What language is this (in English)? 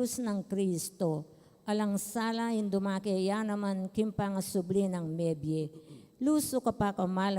Pampanga